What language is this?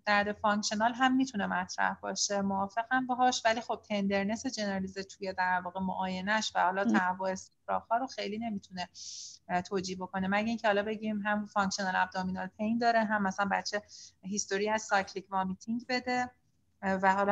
Persian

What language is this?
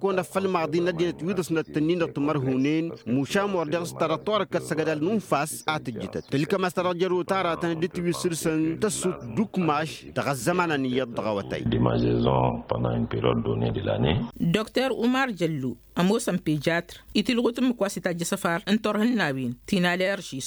Tamasheq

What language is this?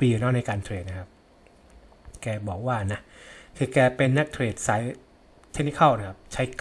Thai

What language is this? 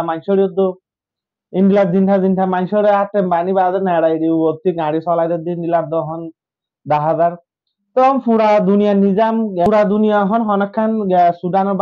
Rohingya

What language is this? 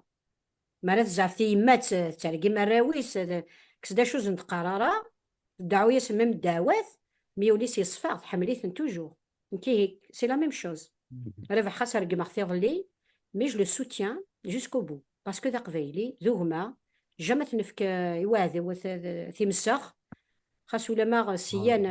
Kabyle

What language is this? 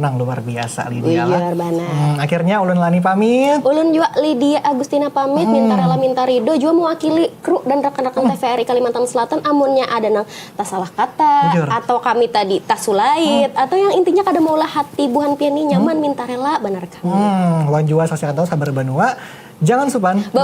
Banjar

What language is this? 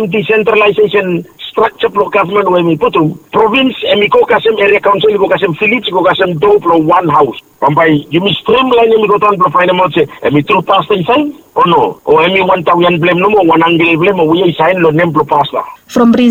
Bislama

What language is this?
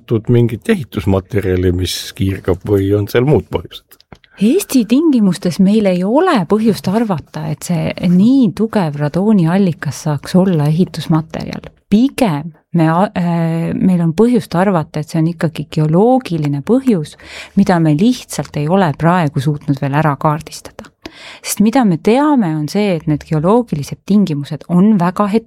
Estonian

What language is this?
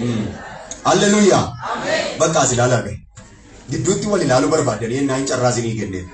Oromo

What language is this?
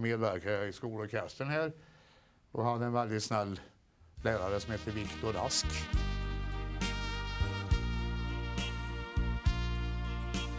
Swedish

